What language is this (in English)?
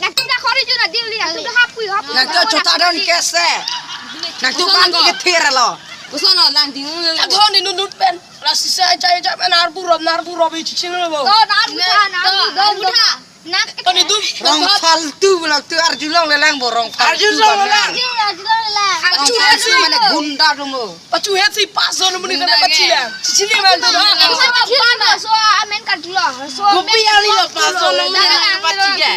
Karbi